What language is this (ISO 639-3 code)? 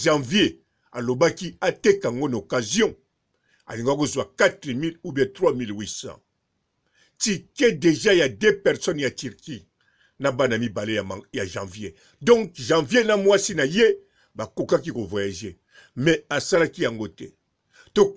lin